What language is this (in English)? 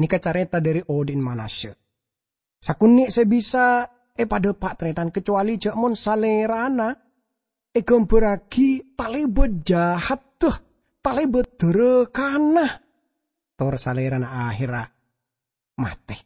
Madurese